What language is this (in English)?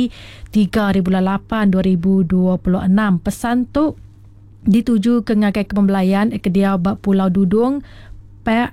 Iban